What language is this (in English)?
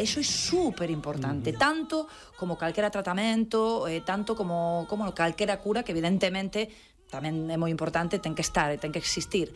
Galician